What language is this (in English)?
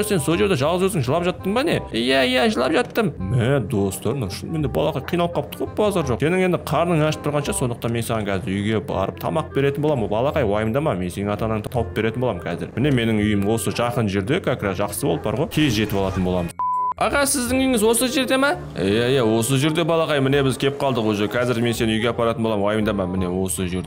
Kazakh